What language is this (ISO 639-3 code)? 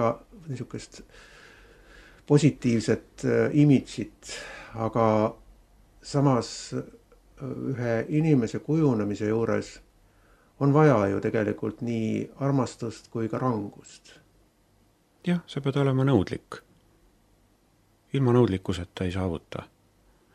est